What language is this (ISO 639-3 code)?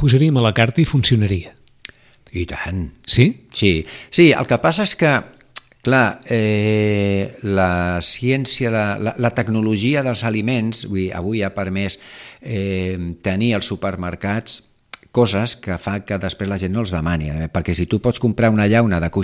cat